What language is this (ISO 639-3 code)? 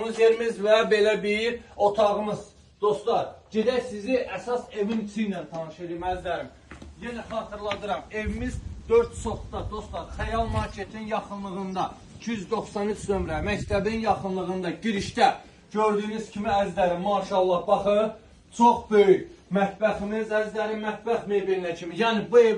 aze